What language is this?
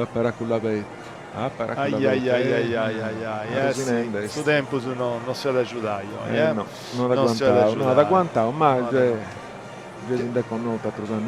Sardinian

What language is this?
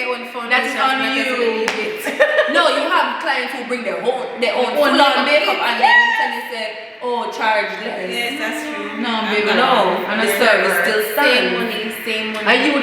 Jamaican Creole English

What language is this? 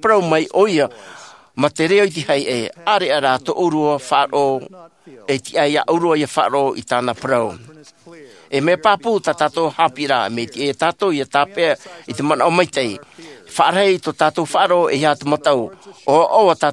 Tahitian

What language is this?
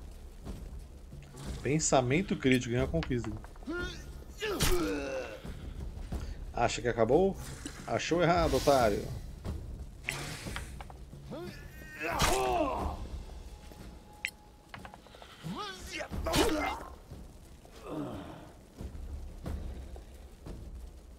Portuguese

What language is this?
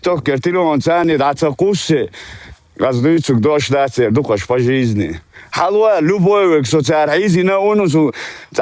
Chechen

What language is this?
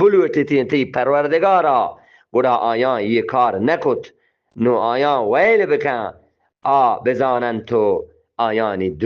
Eastern Balochi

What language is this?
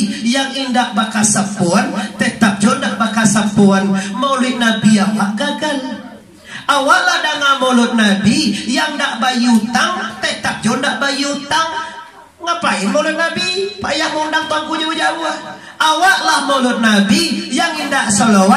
Minangkabau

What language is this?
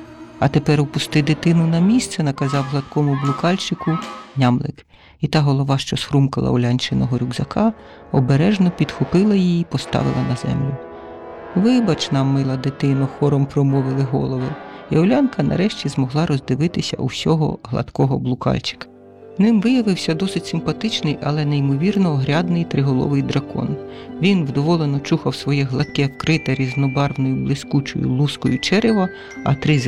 Ukrainian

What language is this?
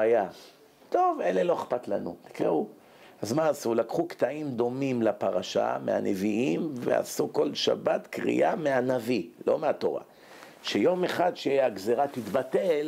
Hebrew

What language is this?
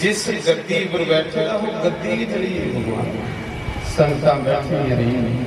Dogri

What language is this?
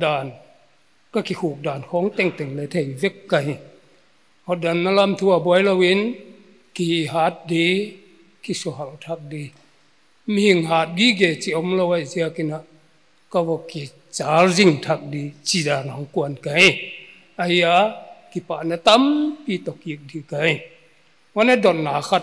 Paite Chin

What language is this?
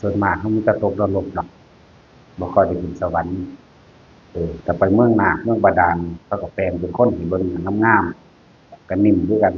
Northeastern Thai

